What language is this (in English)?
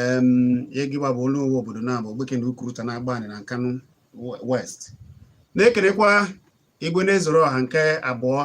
Igbo